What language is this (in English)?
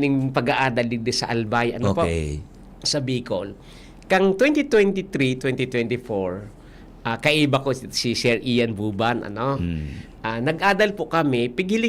Bikol